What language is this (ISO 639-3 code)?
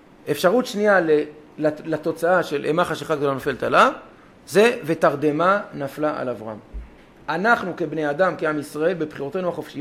heb